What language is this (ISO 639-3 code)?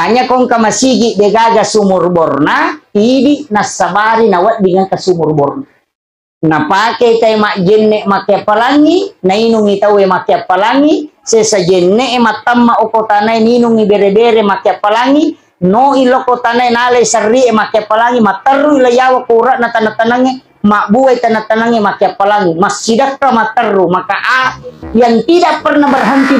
bug